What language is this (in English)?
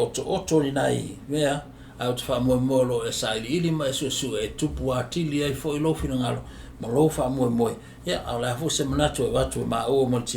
Samoan